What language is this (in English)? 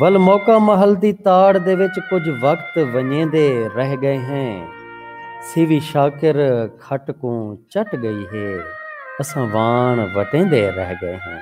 Saraiki